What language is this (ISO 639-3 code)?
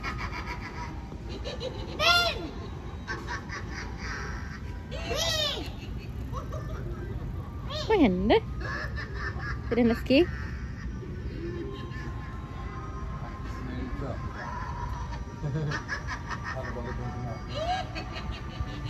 swe